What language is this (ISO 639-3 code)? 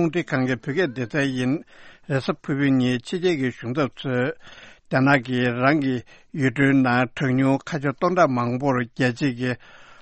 bod